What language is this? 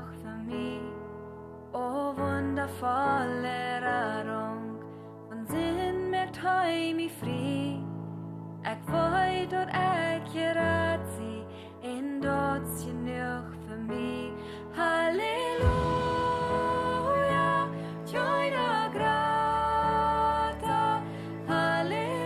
Plautdietsch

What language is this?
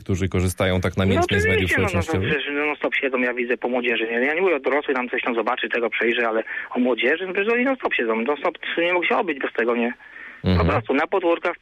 Polish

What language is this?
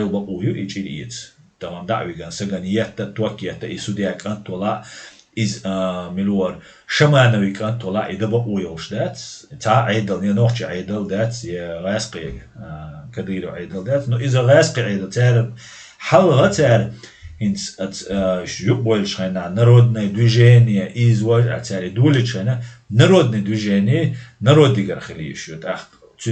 Chechen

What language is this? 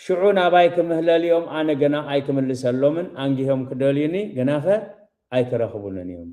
Tigrinya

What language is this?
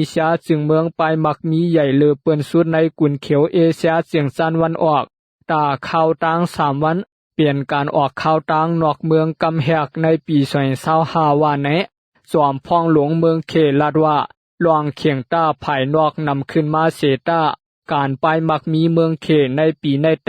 Shan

